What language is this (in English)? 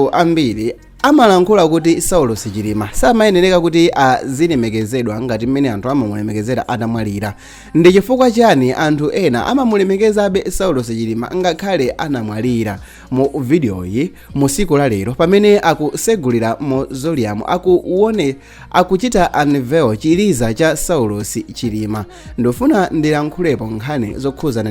Nyanja